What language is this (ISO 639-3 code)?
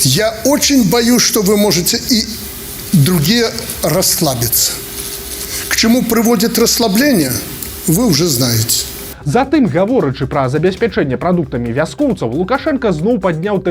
bel